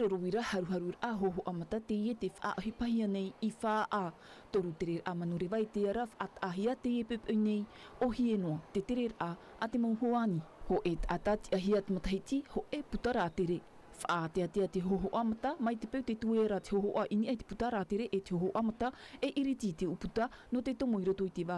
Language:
Tahitian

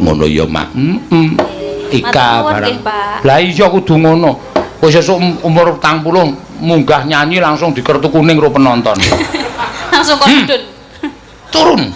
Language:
Javanese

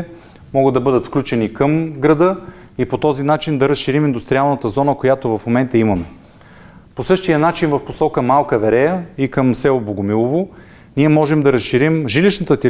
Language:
Bulgarian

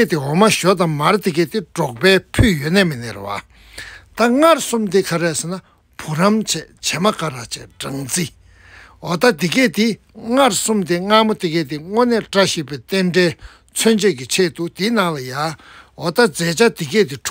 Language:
Tibetan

